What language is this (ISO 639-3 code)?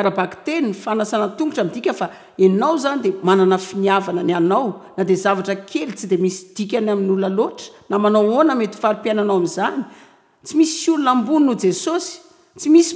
mlg